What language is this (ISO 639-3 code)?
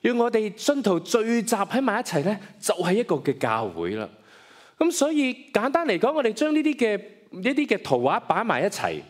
yue